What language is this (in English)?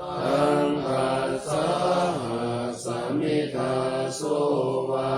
Pali